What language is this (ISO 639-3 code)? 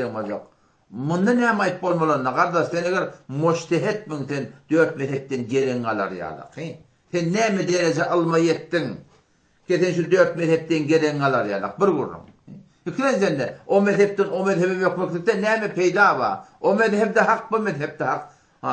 tuk